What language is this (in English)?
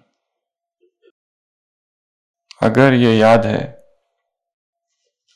Hindi